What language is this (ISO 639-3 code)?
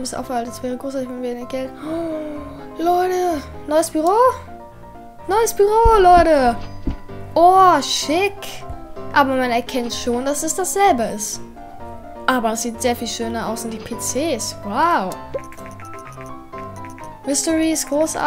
deu